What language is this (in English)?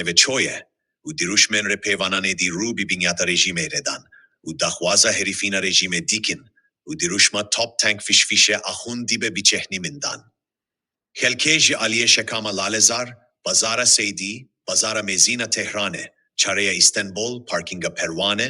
Kurdish